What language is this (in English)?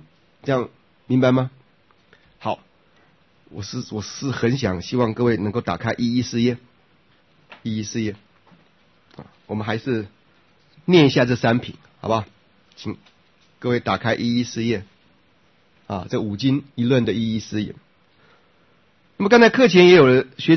Chinese